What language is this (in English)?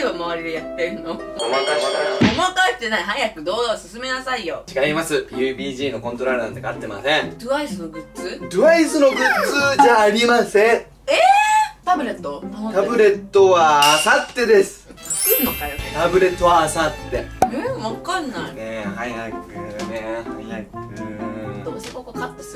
Japanese